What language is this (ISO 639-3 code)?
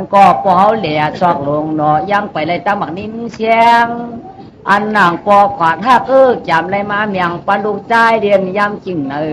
shn